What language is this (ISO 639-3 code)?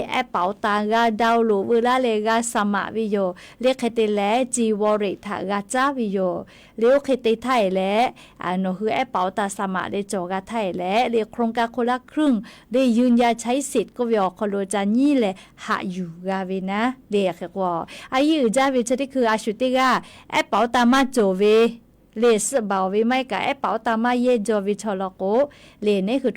lhu